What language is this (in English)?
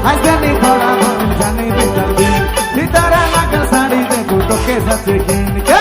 Sadri